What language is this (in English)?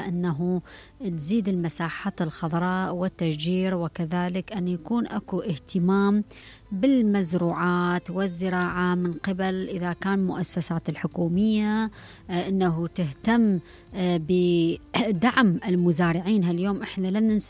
Mesopotamian Arabic